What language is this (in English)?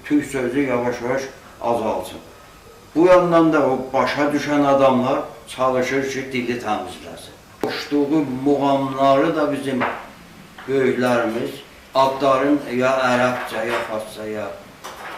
South Azerbaijani